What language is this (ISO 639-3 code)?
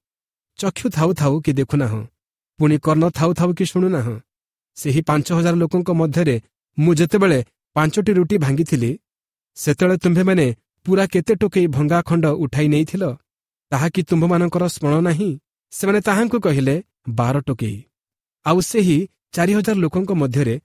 ori